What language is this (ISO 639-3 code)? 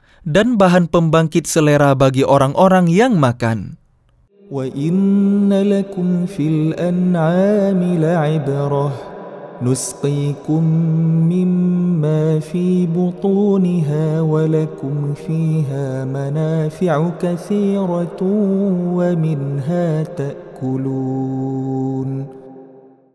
ind